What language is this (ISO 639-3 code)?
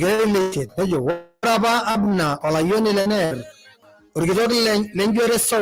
mas